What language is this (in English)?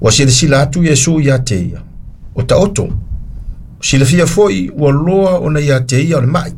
Samoan